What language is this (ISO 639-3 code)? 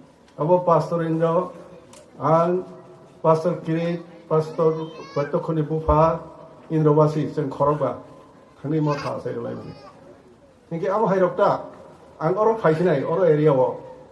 trp